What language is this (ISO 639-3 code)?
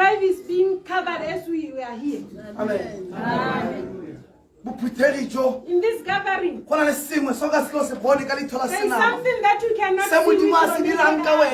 tsn